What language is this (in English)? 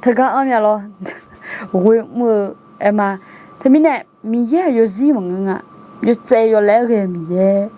Akha